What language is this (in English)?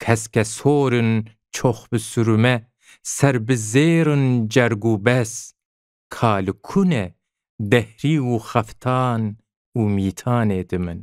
Kurdish